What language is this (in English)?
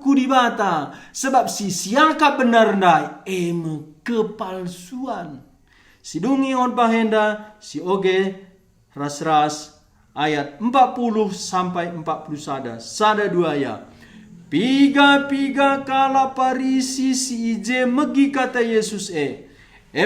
Batak Karo